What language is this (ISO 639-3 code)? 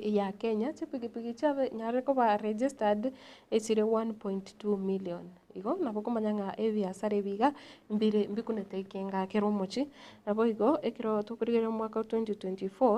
guz